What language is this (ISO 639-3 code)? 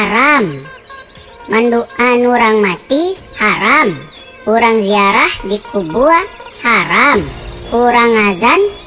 min